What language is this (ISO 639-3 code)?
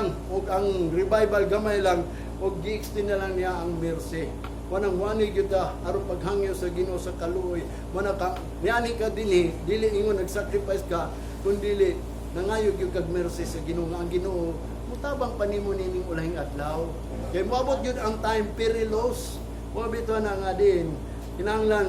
ceb